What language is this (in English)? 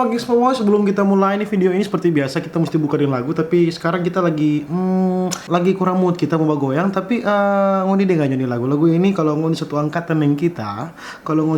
Manado Malay